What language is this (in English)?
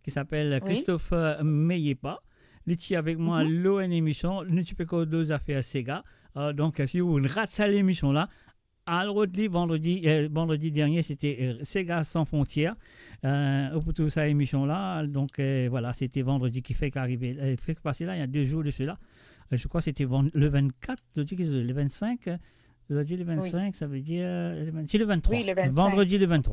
Morisyen